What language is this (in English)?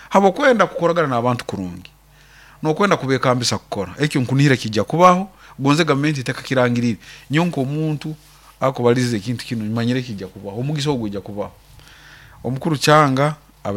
Nyoro